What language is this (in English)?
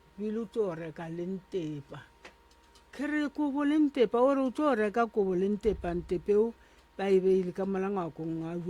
Northern Sotho